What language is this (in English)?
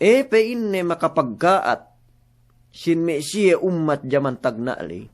Yakan